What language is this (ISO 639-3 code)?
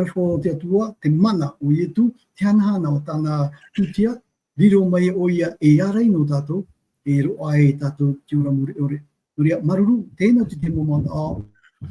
tah